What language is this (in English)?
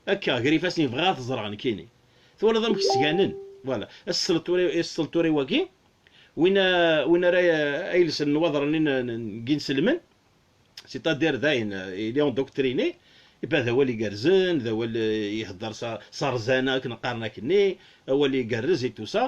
Kabyle